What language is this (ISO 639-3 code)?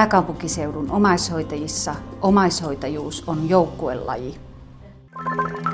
fin